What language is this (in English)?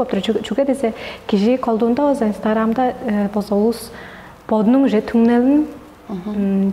Tuvinian